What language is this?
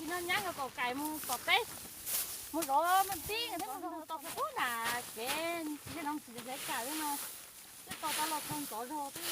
Hmong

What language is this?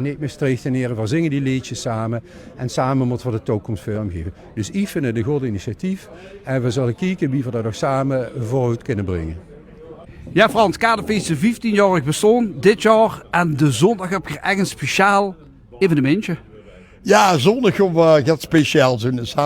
Limburgish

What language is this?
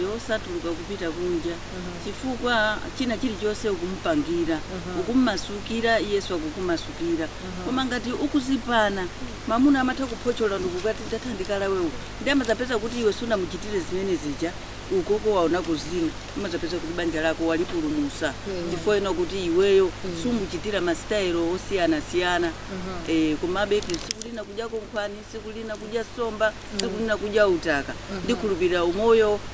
Nyanja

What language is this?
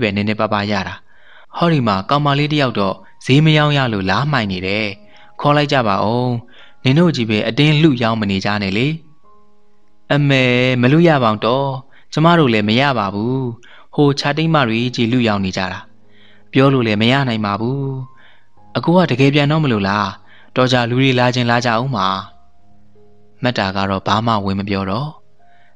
Burmese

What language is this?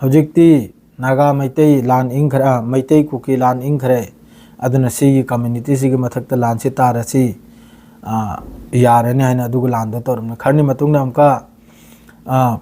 Manipuri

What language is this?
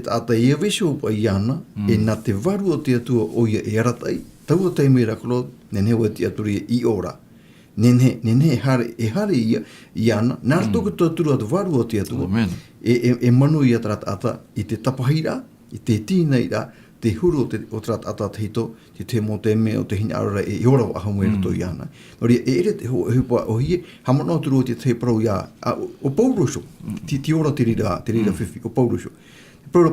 Tahitian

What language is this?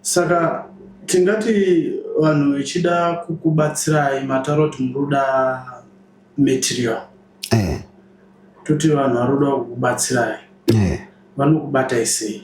Shona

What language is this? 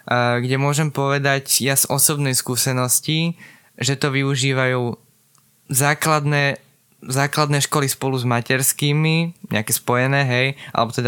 Slovak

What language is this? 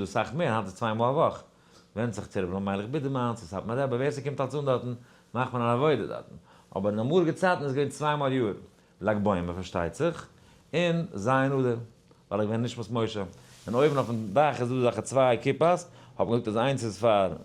Yiddish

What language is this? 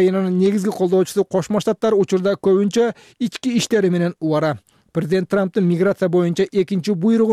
Kyrgyz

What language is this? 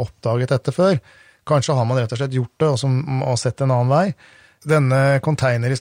Norwegian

